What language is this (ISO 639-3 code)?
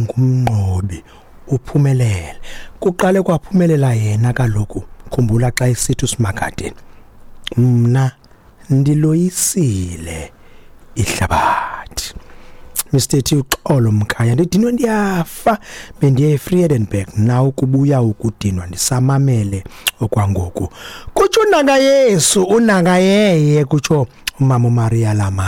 xho